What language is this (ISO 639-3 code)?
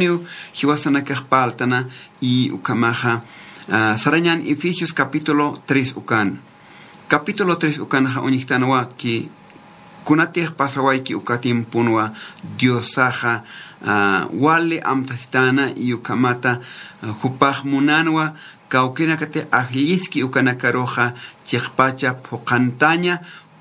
aym